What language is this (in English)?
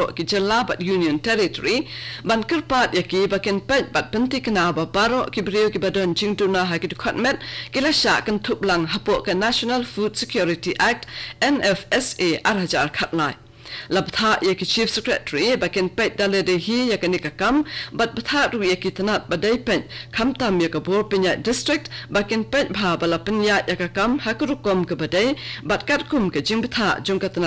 Khasi